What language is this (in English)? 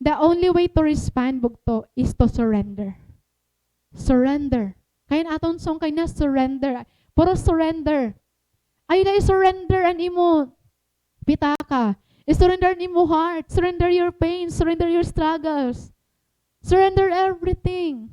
Waray